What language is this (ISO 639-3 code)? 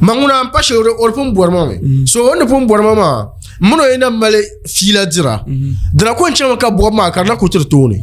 dag